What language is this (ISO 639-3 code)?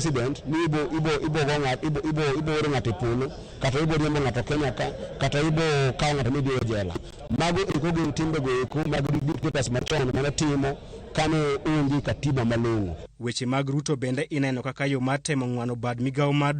luo